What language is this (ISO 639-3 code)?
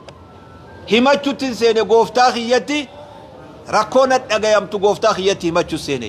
orm